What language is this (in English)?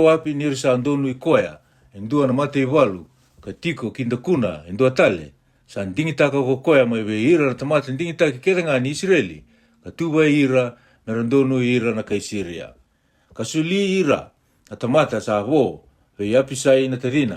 Fijian